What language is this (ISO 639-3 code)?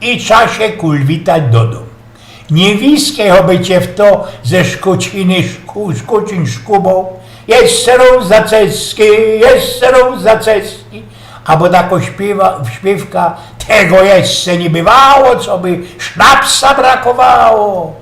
szl